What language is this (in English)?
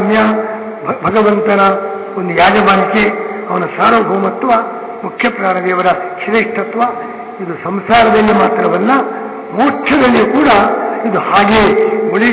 Kannada